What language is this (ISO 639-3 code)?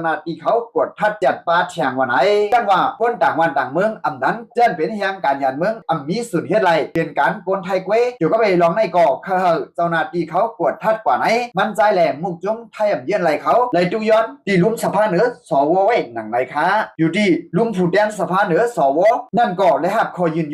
shn